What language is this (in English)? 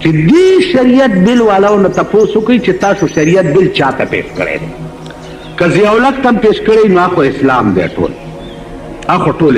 Pashto